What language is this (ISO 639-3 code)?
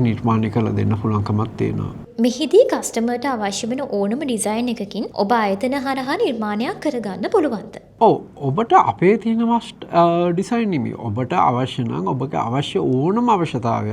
sin